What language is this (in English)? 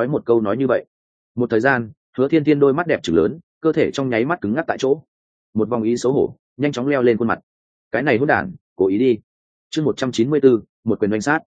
Vietnamese